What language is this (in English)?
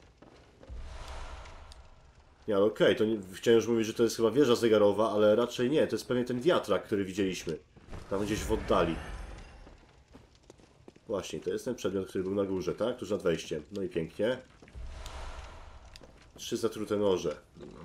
Polish